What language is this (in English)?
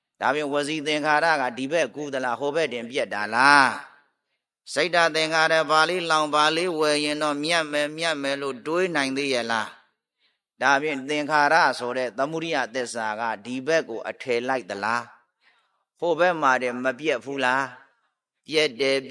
Burmese